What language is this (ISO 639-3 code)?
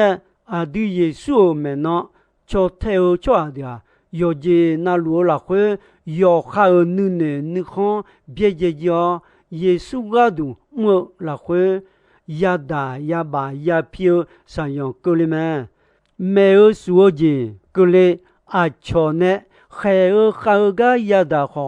ahk